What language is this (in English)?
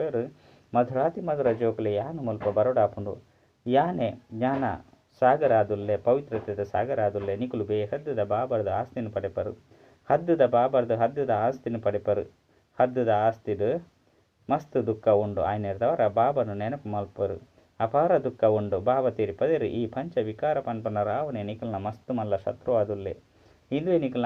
Tulu